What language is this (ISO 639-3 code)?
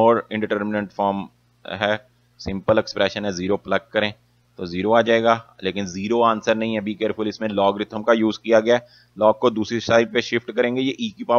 hin